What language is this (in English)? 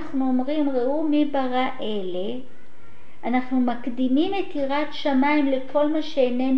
Hebrew